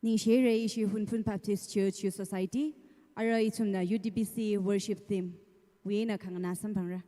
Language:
Tangkhul Naga (India)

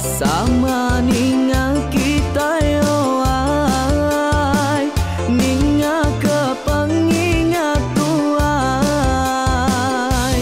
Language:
Iban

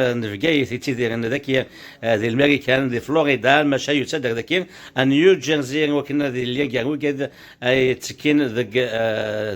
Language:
Kabyle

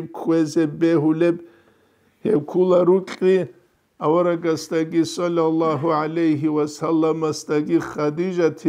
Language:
Avaric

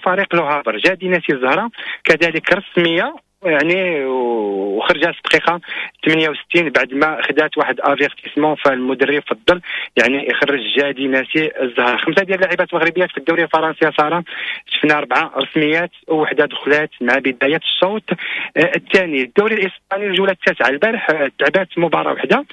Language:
Moroccan Arabic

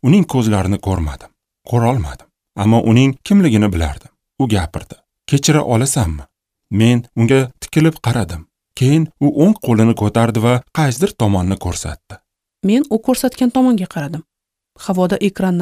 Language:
Uzbek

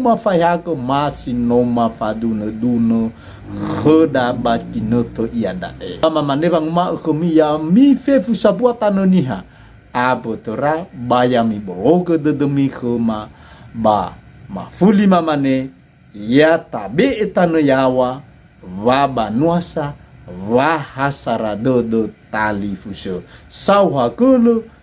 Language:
Nias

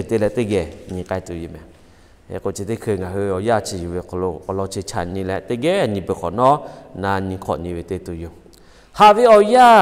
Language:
Lahu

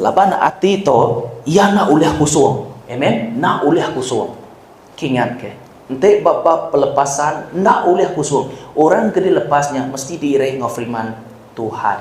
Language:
Iban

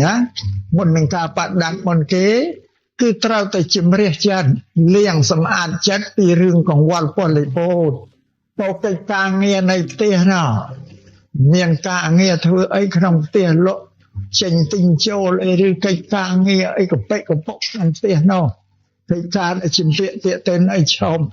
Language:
Khmer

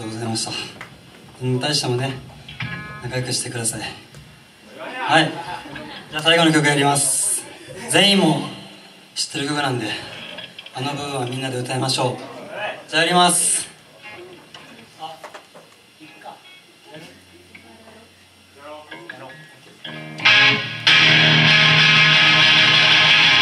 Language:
Japanese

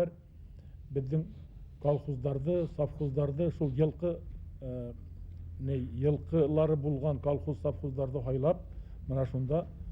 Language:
Bashkir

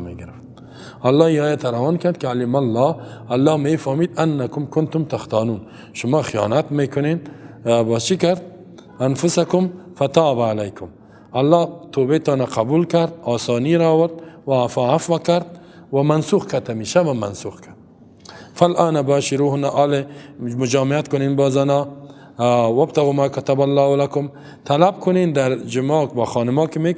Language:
Persian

